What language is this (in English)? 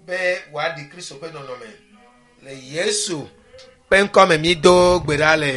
Ewe